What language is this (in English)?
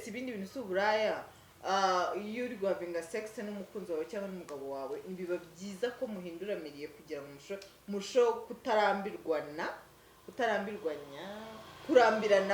Kinyarwanda